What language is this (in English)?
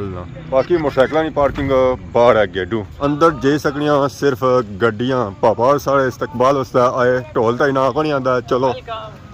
Pahari-Potwari